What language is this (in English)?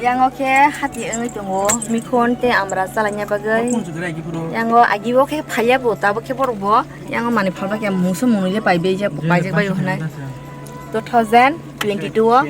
Kok Borok